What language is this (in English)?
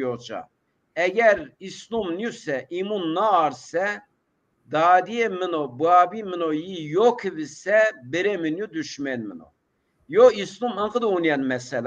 Zaza